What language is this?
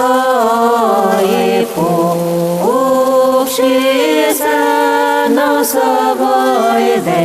Udmurt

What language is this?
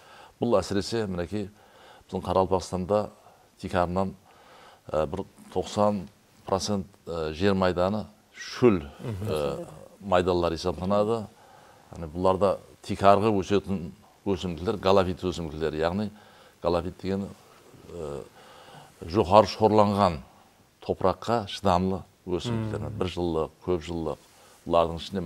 Kara-Kalpak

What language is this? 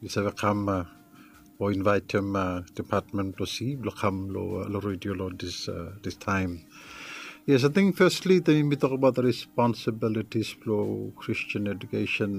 Bislama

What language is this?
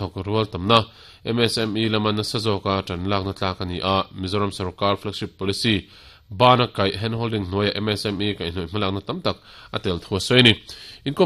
Mizo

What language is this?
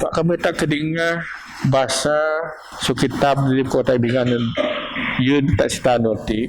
Biatah Bidayuh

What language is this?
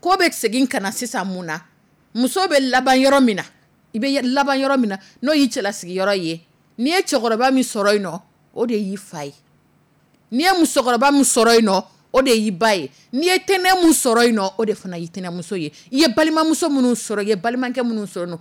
Dyula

